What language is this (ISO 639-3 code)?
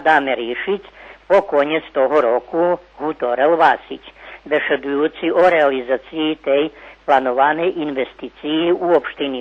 rue